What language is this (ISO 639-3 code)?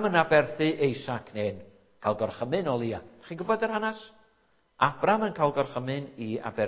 cym